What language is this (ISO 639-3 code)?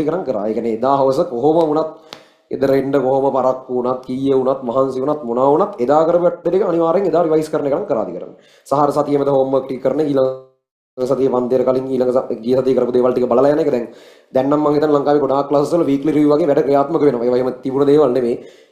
sin